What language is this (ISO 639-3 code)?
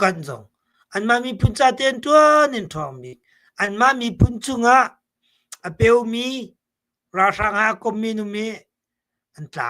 cnh